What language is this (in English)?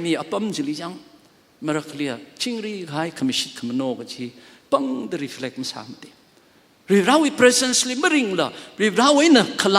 Tangkhul Naga (India)